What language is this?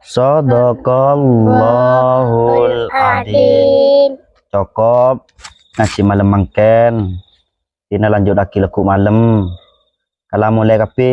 Madurese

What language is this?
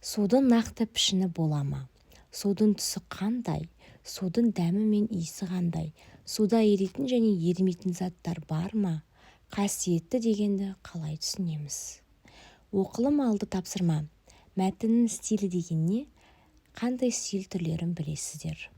Kazakh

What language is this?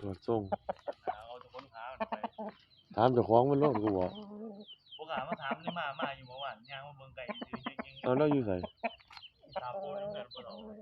Northeastern Thai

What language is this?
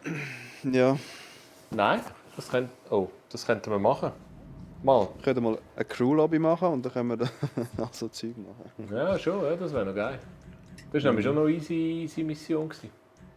Swiss German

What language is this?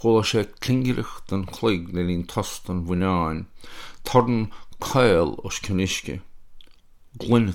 Irish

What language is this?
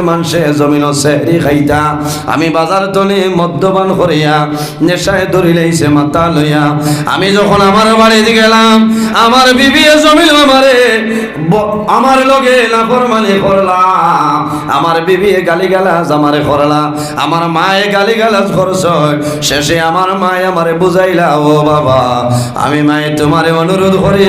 Sylheti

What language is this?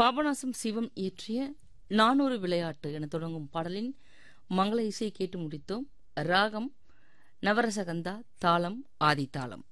Tamil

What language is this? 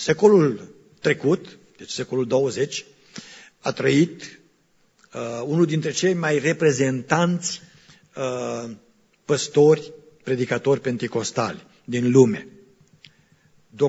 Romanian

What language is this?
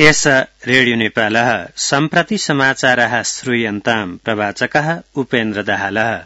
Sanskrit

